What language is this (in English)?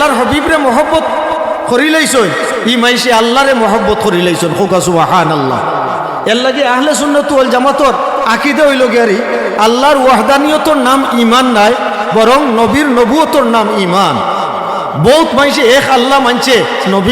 Sylheti